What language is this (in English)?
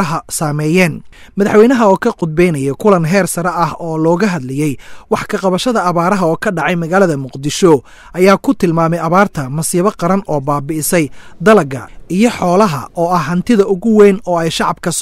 Somali